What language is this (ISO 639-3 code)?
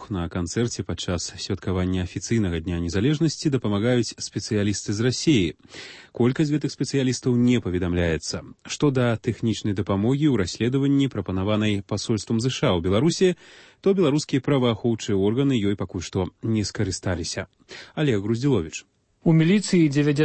bel